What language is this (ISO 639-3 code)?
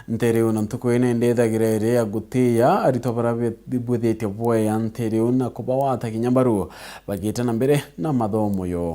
mer